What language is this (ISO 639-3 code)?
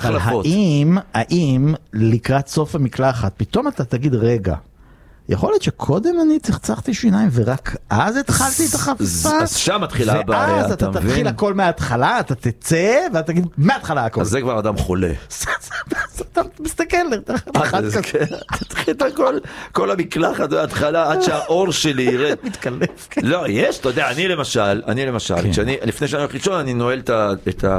heb